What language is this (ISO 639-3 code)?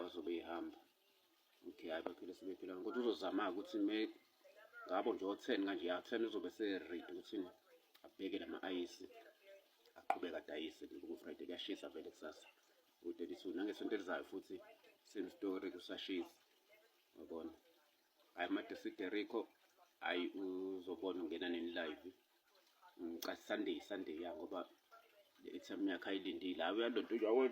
zul